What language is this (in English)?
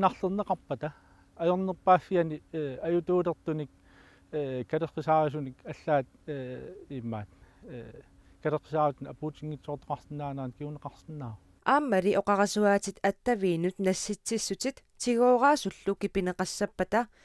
Kalaallisut